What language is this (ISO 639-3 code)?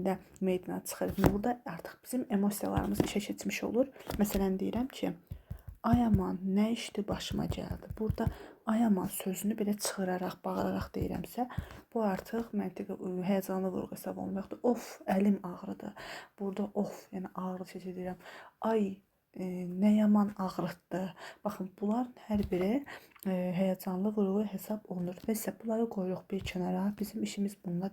aze